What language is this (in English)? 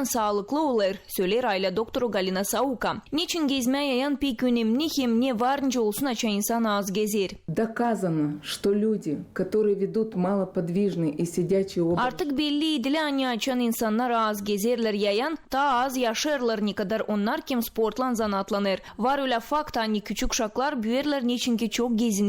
Gagauz